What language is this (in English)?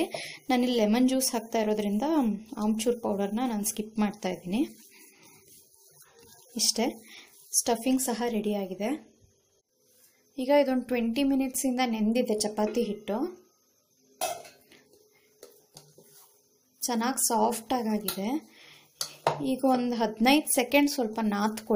Kannada